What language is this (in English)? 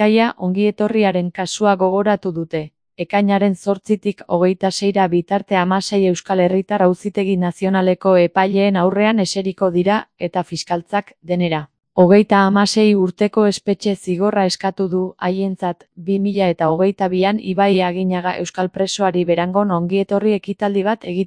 Basque